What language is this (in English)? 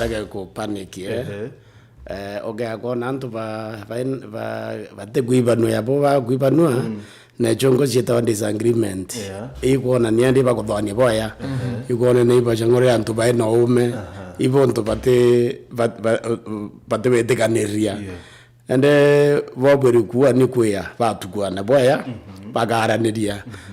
Meru